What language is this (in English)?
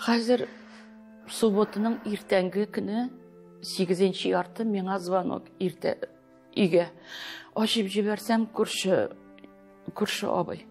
Tatar